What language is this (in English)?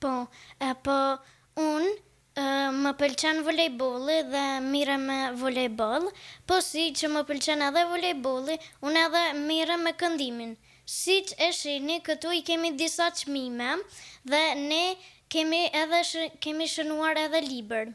Albanian